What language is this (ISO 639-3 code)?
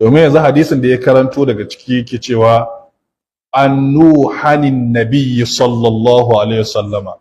hau